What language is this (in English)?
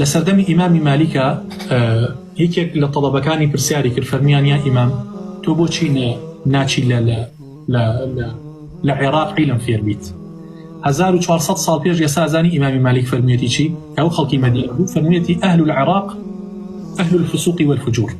Central Kurdish